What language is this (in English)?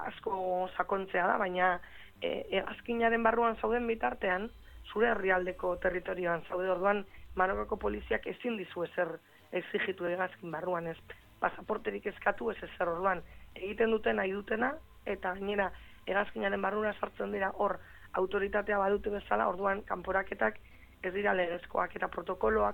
Basque